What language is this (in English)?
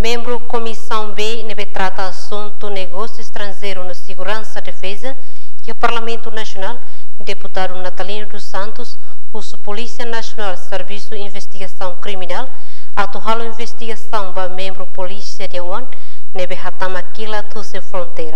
Tetum